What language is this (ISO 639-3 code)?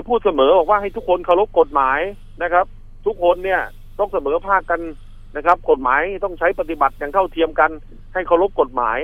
tha